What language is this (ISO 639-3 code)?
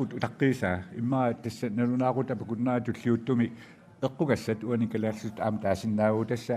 kal